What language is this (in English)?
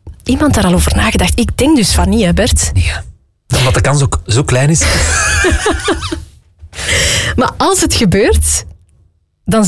Dutch